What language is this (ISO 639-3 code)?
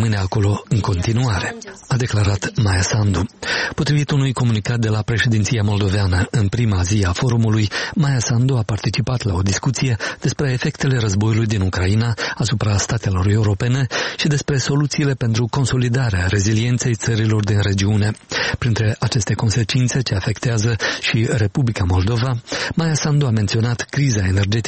ron